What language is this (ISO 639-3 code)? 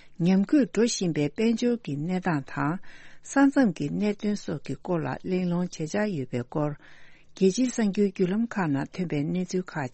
bod